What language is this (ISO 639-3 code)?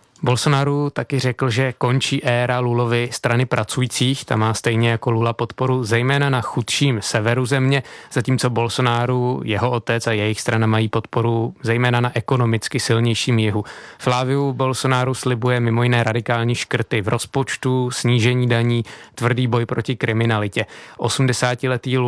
ces